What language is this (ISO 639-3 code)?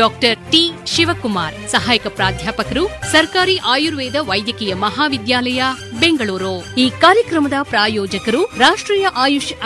kan